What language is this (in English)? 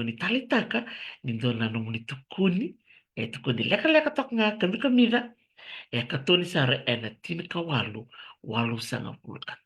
Fijian